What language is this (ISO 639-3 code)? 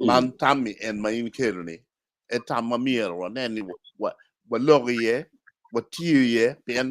ach